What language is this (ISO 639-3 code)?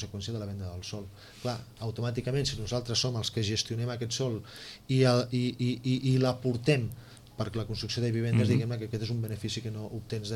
cat